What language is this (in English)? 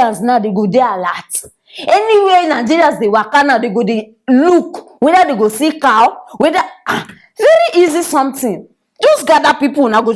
Nigerian Pidgin